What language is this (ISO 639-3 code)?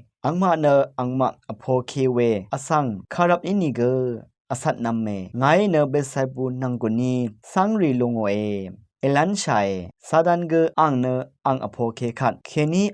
raw